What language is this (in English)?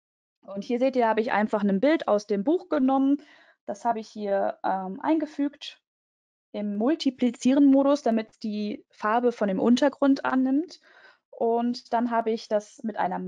German